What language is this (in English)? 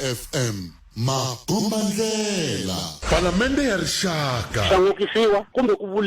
Tsonga